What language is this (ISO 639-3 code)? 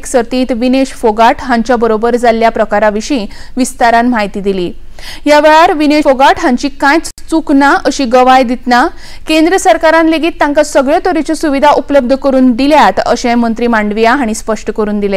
kok